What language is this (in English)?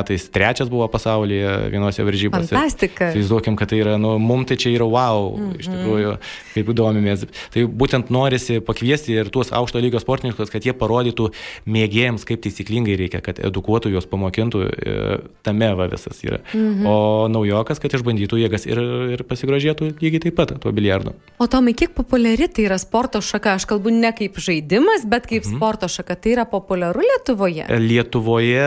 Lithuanian